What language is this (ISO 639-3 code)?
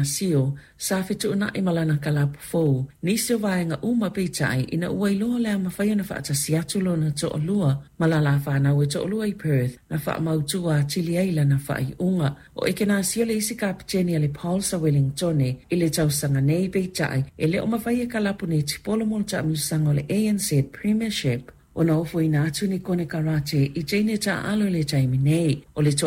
smo